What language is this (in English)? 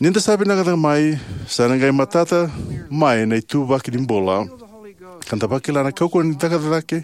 Fijian